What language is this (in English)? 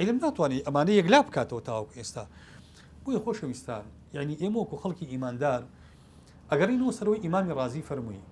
Central Kurdish